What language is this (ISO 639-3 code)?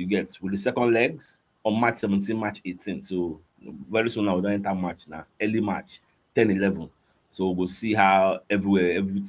pcm